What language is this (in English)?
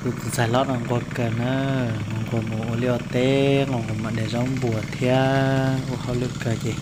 Hmong